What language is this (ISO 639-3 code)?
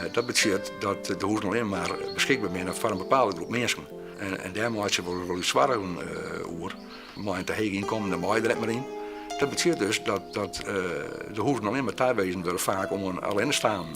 fry